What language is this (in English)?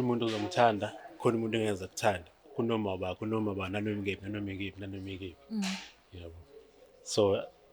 Zulu